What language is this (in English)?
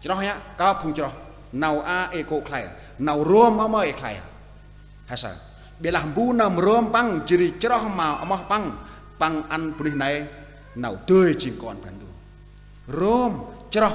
Central Mnong